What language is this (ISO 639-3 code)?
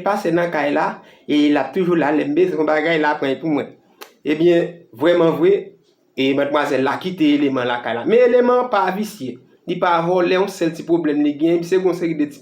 hat